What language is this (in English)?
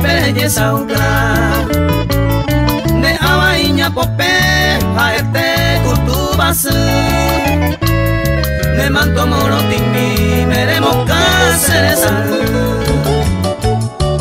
Spanish